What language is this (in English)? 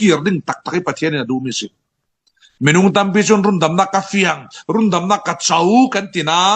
Falam Chin